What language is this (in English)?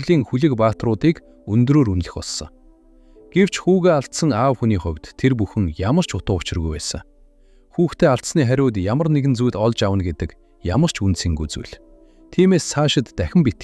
Mongolian